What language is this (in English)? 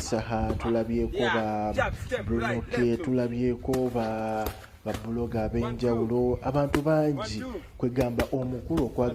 Ganda